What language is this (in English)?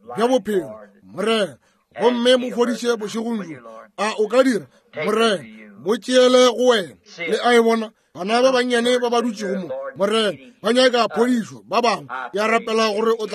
Northern Sotho